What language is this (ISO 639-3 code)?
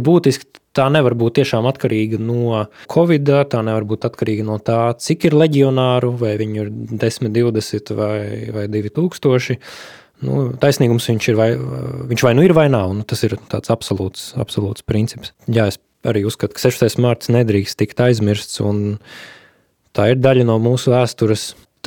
lav